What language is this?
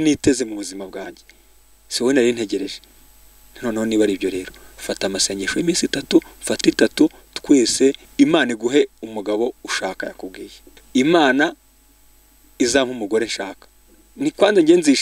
Kinyarwanda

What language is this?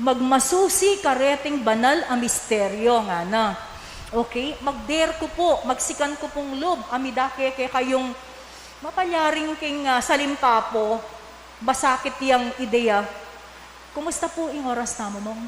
Pampanga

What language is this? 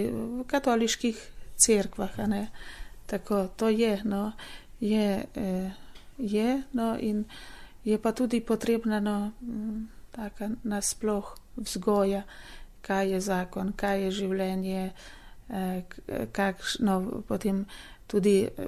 Slovenian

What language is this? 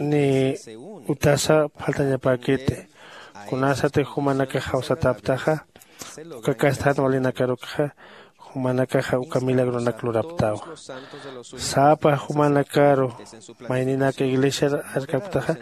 Aymara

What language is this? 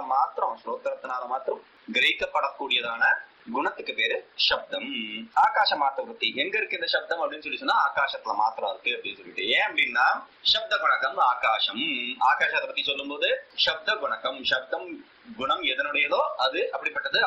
Tamil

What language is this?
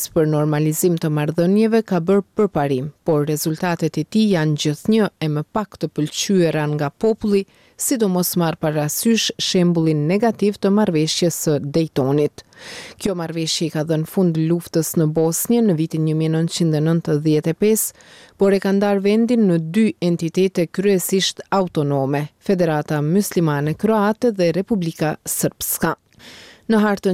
Albanian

